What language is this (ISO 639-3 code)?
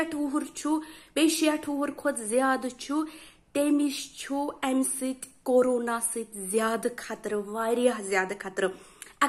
kas